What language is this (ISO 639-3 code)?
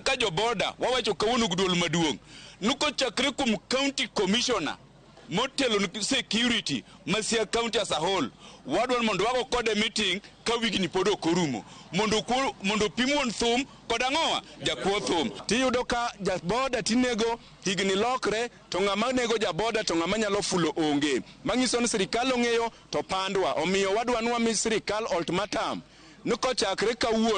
luo